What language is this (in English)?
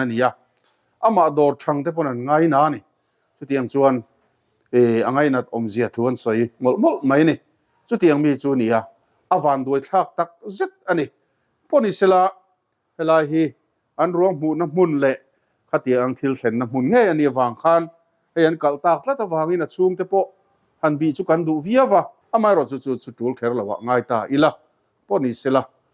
Mizo